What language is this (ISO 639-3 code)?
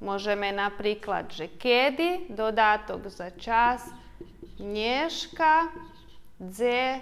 rue